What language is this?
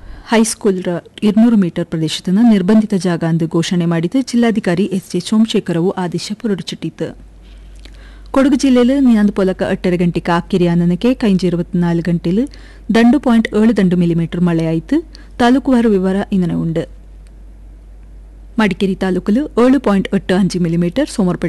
Kannada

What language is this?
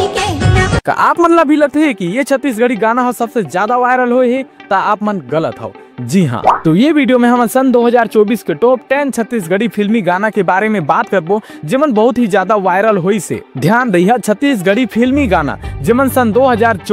Chhattisgarhi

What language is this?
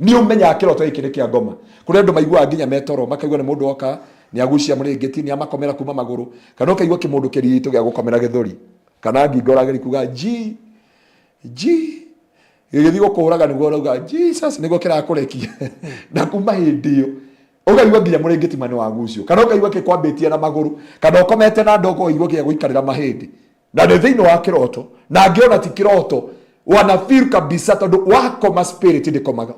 Kikuyu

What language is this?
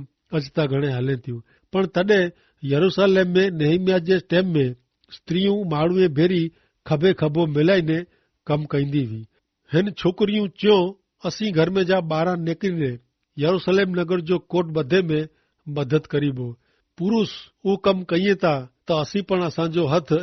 Kachhi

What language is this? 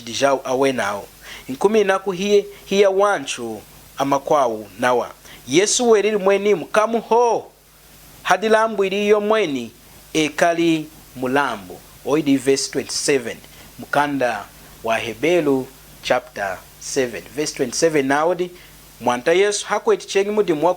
Lunda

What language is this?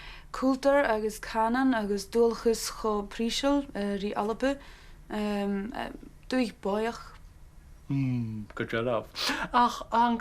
Scottish Gaelic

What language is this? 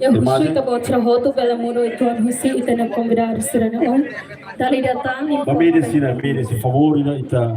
Tetum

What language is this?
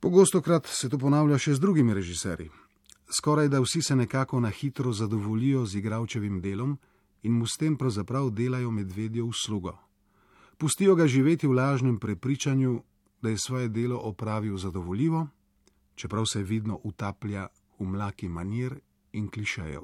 Slovenian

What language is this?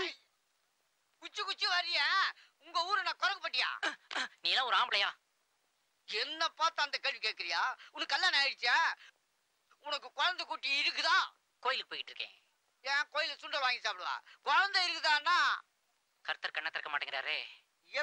Tamil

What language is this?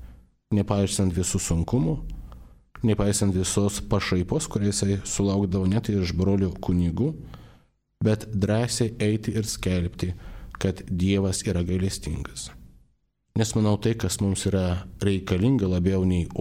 Lithuanian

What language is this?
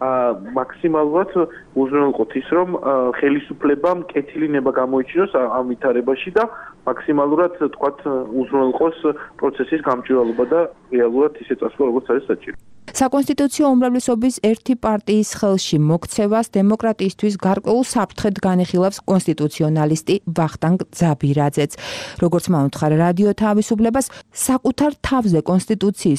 Georgian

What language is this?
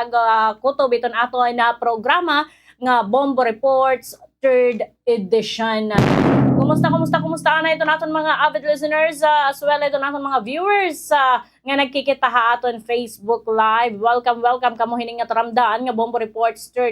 Waray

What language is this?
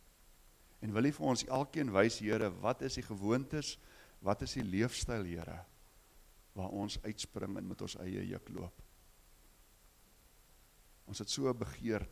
Afrikaans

